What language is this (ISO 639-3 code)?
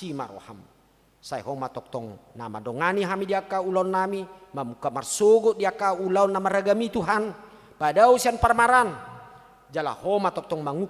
bbc